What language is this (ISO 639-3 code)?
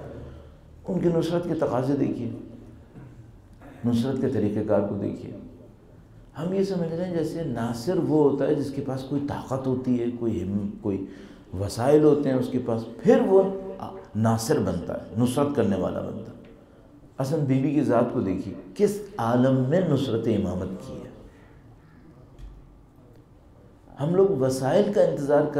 urd